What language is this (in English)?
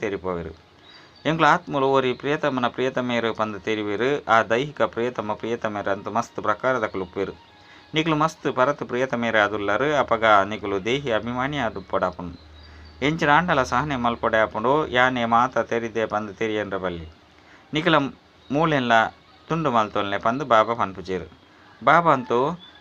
Tulu